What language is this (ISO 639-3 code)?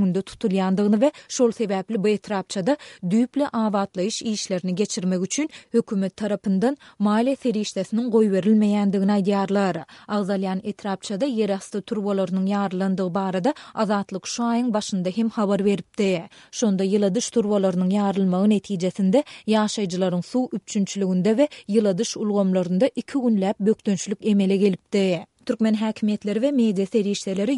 tuk